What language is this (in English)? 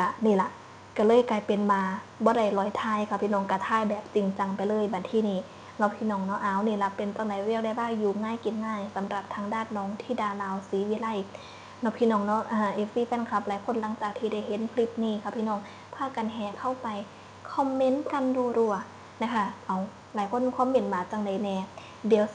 Northeastern Thai